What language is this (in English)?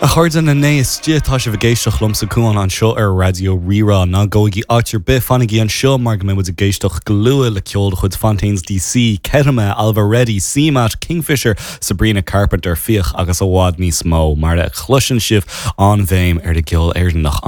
Irish